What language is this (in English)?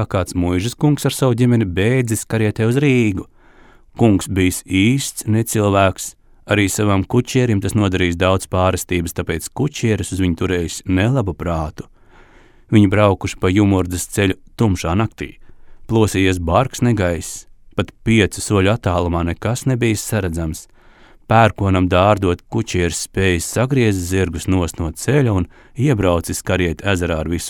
Latvian